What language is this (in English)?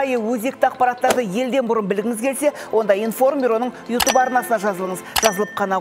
Kazakh